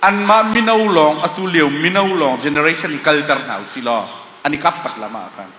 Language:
Falam Chin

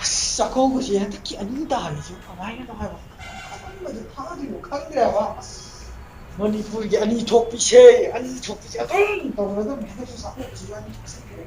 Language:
Manipuri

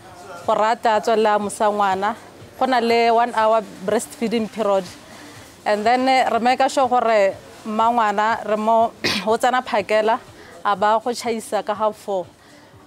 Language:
Tswana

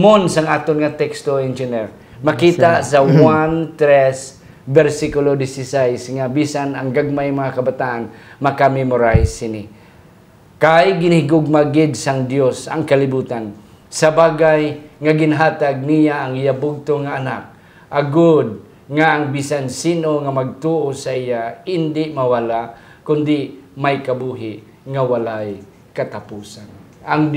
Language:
Hiligaynon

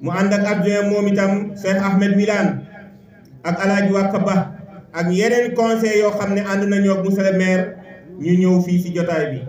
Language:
Wolof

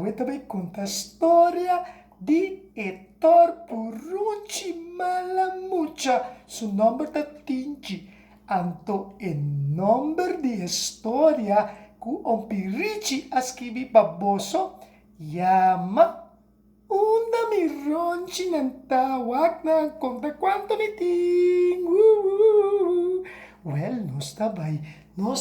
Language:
Papiamento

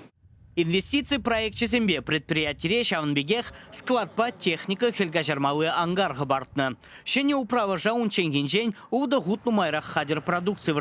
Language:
Chuvash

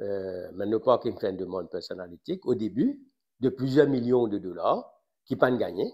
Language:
Morisyen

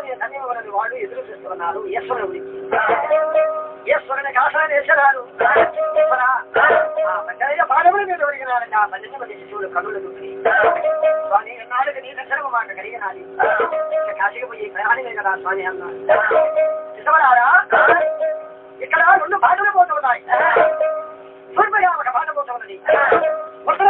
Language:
Telugu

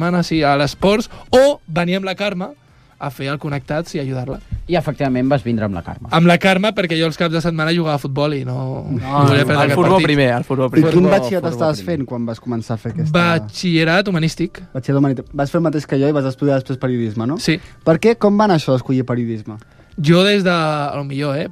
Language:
Catalan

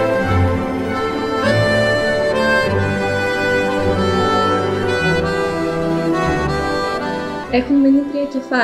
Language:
Greek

